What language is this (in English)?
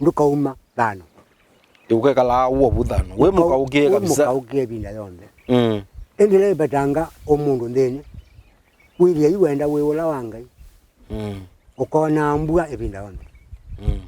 Kamba